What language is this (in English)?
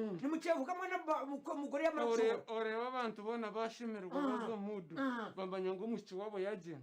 Nyankole